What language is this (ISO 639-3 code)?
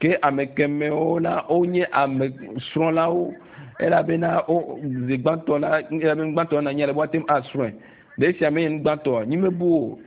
ewe